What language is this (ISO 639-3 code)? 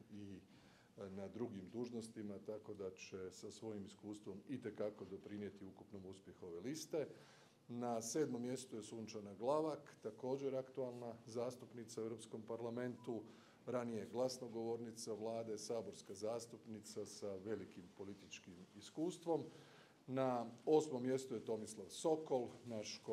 hrv